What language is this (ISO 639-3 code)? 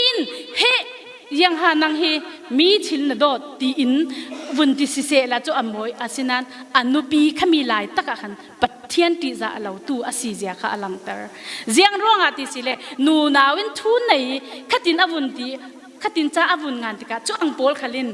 cfm